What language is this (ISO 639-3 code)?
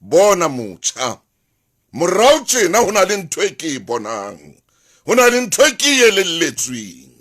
sot